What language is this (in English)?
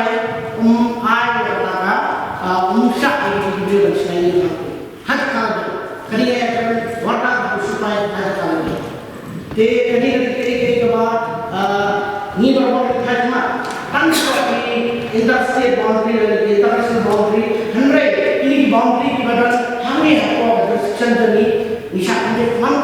Khasi